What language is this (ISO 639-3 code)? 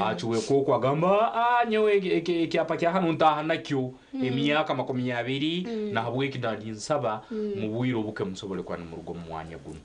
nyn